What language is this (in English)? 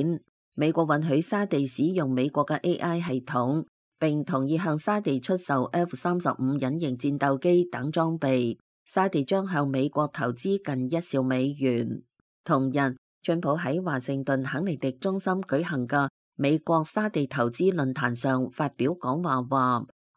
Cantonese